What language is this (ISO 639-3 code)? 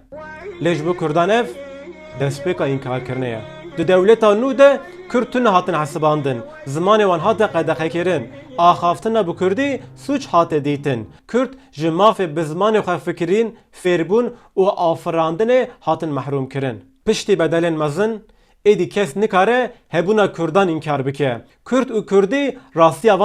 kur